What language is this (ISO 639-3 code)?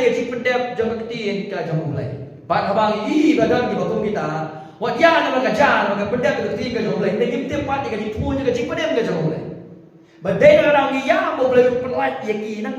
kha